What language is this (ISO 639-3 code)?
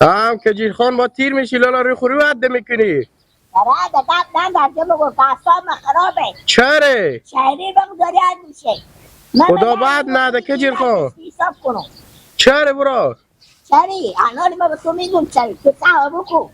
haz